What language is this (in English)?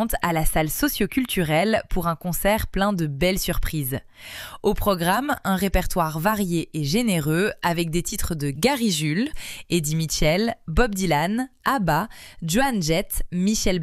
French